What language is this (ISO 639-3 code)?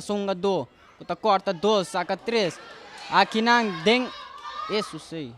pap